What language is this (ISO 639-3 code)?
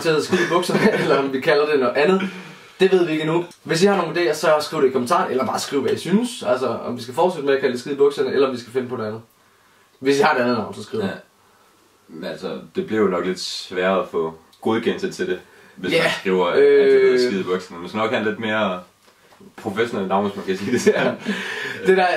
dan